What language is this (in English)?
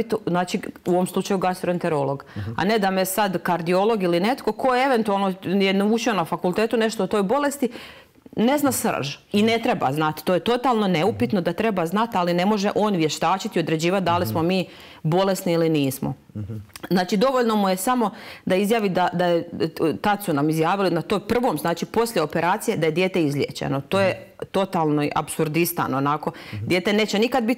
Croatian